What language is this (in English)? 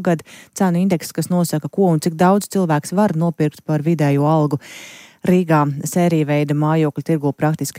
Latvian